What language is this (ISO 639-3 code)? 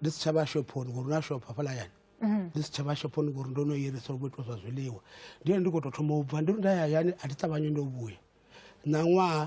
ven